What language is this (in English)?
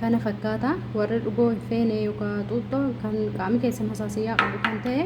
Oromo